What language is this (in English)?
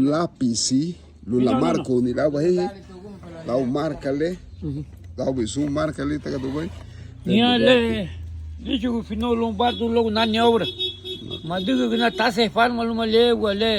Garifuna